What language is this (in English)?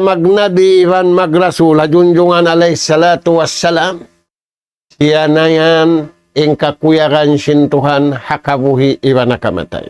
Tausug